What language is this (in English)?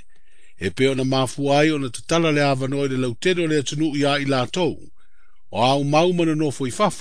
Samoan